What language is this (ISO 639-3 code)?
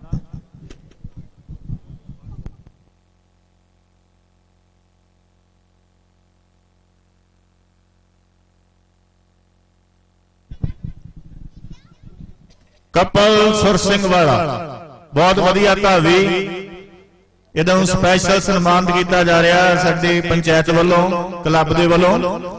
pan